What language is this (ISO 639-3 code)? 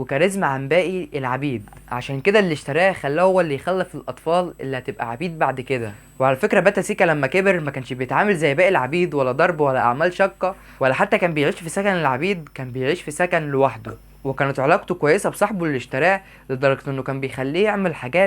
arz